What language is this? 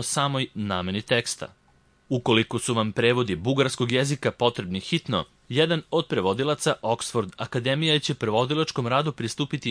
Serbian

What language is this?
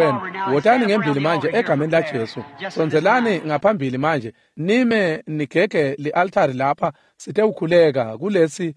Swati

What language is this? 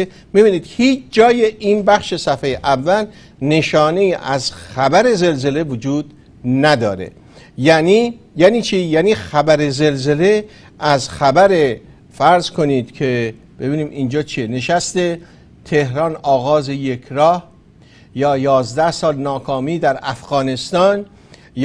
Persian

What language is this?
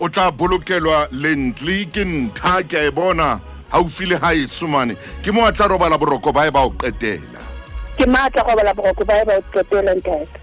Southern Sotho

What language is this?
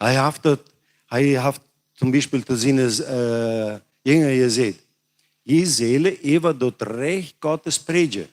Plautdietsch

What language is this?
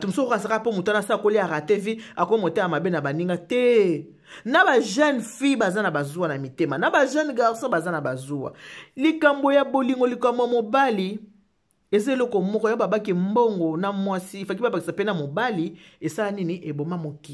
Lingala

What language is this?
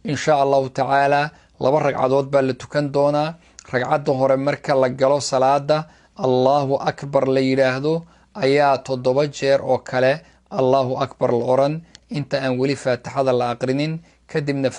Somali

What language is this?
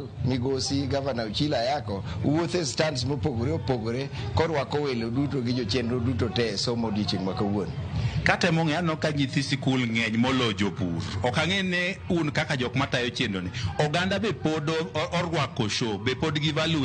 Luo (Kenya and Tanzania)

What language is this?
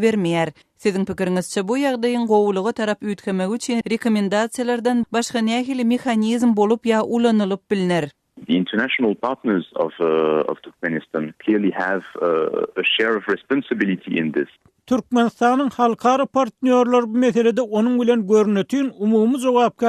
Turkmen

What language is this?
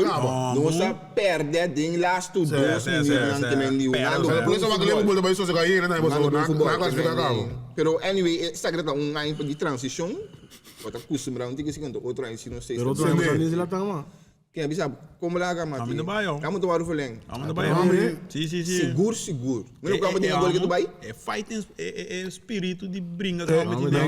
Papiamento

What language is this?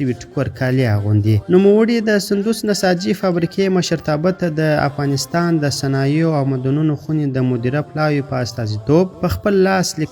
Pashto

